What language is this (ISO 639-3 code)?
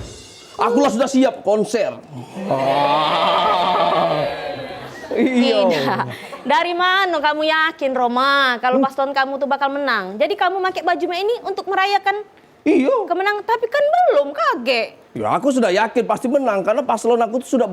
mui